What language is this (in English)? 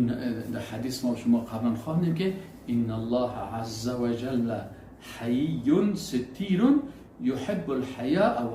Persian